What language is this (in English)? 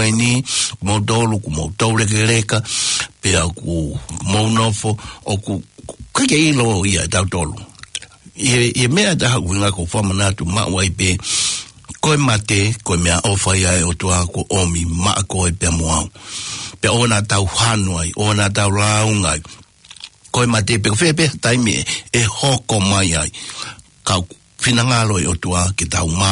Tongan